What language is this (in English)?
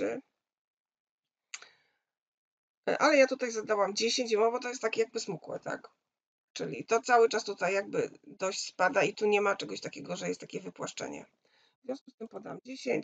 Polish